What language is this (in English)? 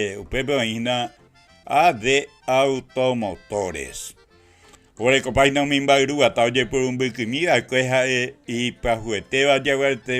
Guarani